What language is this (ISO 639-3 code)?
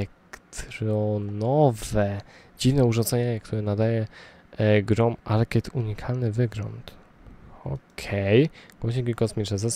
pol